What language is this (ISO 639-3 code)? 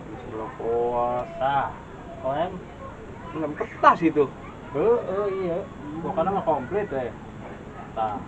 bew